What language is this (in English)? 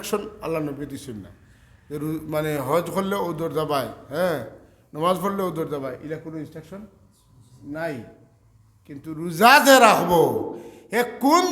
Sylheti